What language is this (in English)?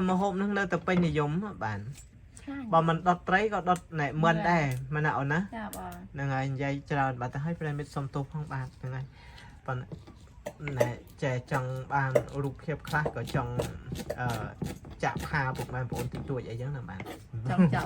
Khmer